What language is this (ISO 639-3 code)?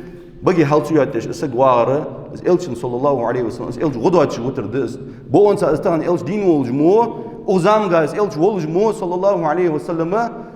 inh